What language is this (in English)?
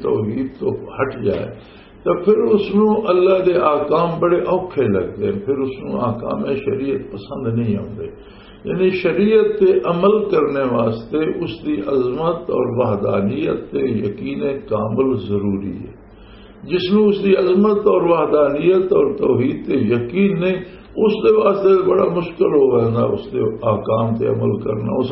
Western Panjabi